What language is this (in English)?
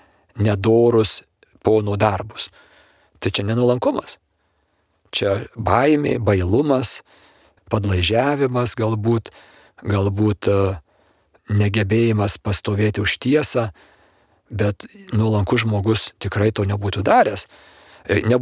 Lithuanian